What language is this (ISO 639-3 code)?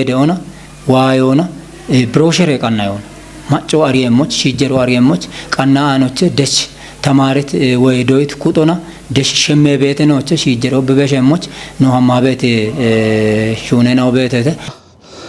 kbr